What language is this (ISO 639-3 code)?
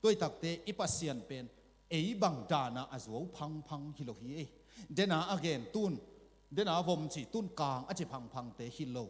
ctd